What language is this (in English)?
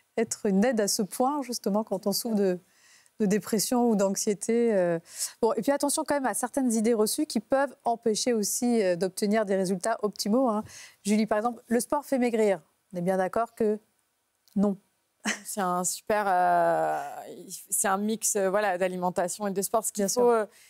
French